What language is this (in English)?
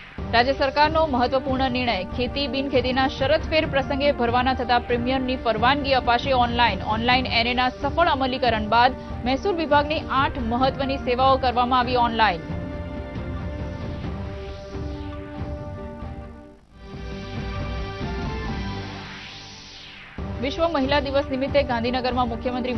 Gujarati